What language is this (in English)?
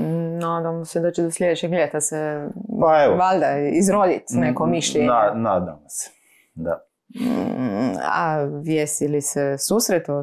Croatian